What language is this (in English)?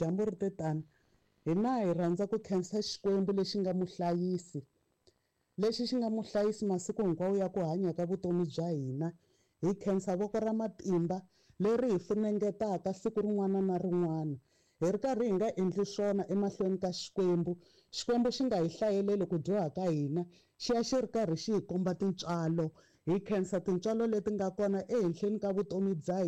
Tsonga